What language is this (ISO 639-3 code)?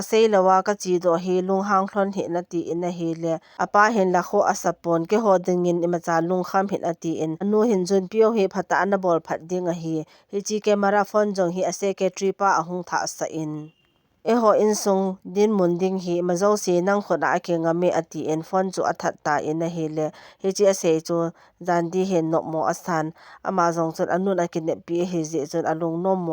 tcz